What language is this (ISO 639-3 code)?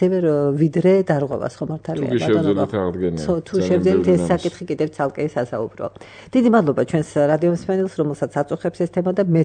kat